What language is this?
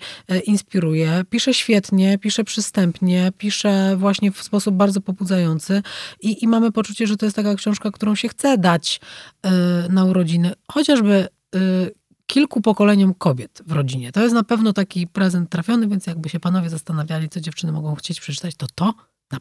Polish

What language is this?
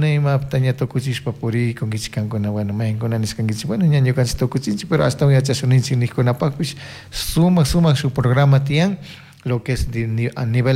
Chimborazo Highland Quichua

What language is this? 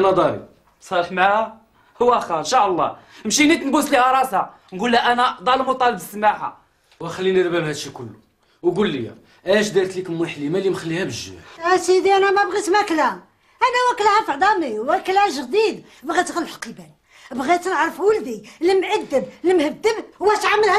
Moroccan Arabic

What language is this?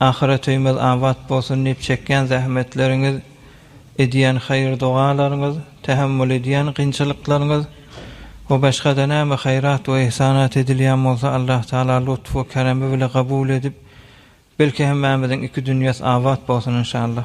Turkmen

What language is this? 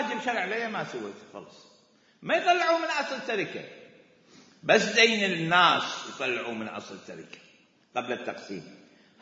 Mesopotamian Arabic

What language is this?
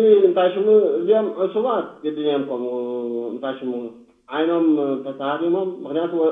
Tigrinya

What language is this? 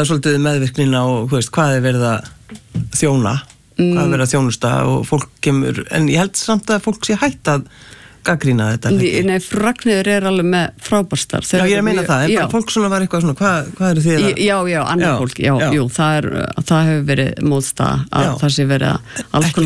Icelandic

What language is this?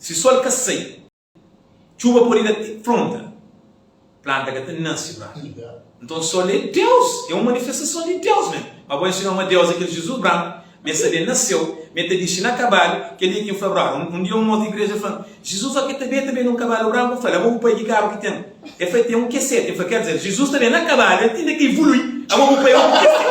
Kabuverdianu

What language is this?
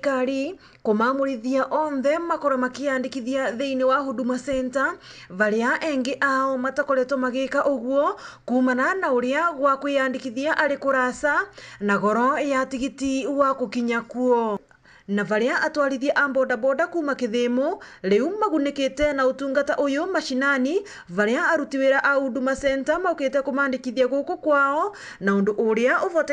Meru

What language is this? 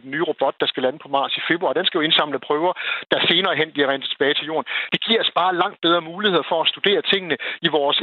Danish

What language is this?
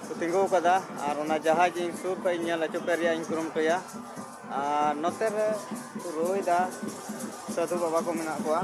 Santali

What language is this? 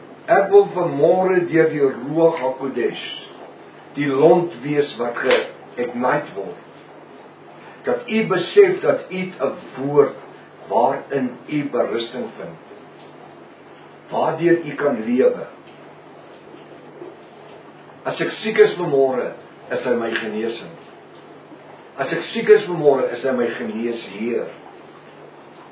Afrikaans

